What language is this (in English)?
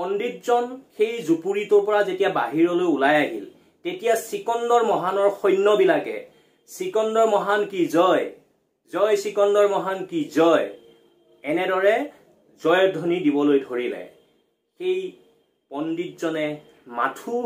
Assamese